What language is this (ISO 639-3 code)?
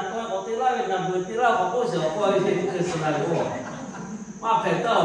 lhu